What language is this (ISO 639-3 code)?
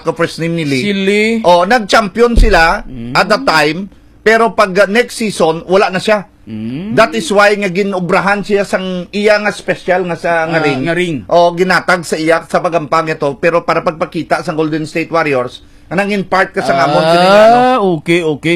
hil